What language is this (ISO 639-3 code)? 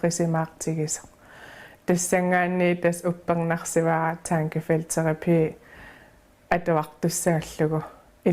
kal